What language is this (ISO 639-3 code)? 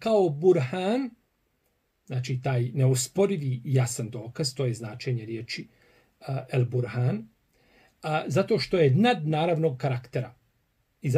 bos